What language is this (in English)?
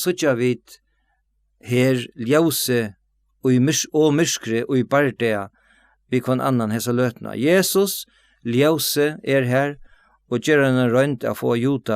Faroese